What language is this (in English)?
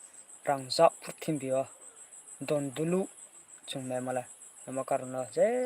Riang (India)